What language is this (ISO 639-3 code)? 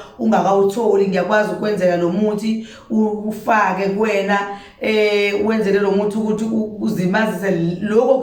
zul